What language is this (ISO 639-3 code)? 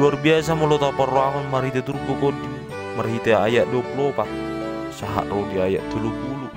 bbc